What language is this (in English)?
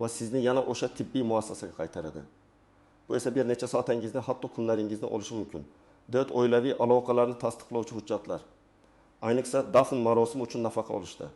Uzbek